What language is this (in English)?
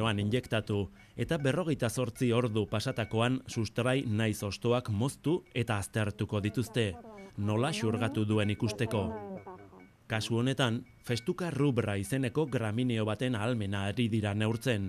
Basque